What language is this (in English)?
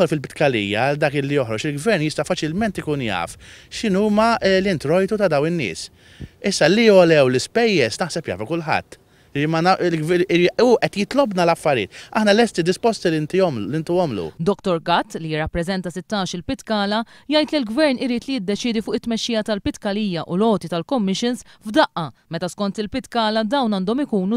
Maltese